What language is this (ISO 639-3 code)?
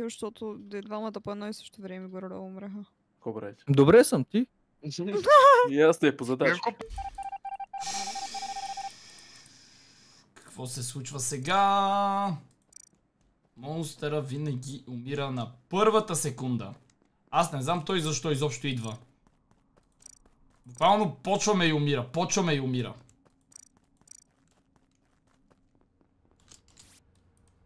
bul